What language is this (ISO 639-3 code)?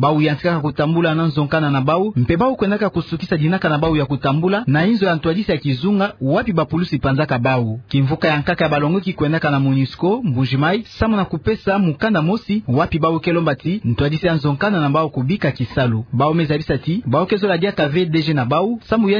ktu